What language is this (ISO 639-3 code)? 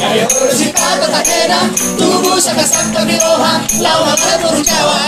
bbc